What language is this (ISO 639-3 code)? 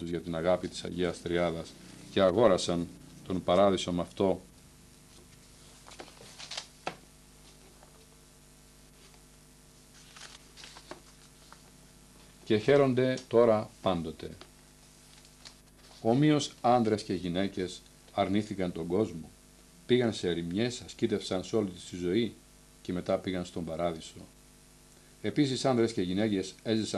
ell